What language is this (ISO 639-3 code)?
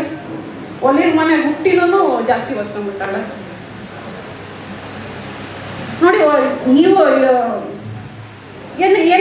kan